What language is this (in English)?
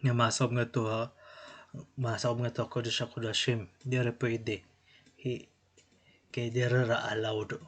Waray